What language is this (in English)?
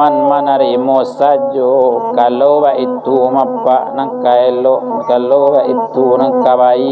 Minangkabau